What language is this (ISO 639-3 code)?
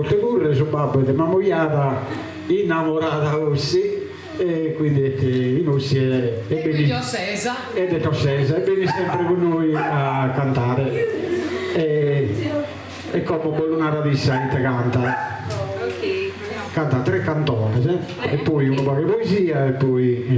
srd